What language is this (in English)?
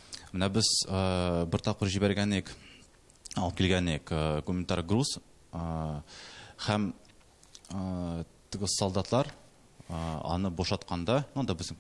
Tatar